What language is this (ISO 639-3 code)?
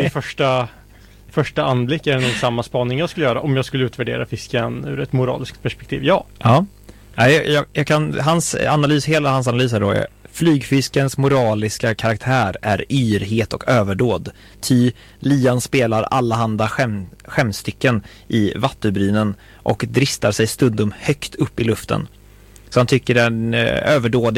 swe